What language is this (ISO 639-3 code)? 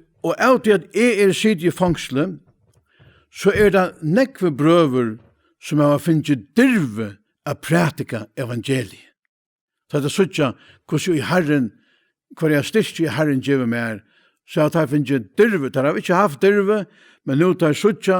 fao